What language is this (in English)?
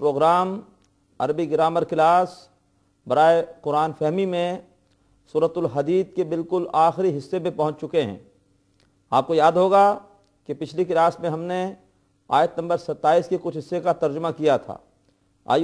Urdu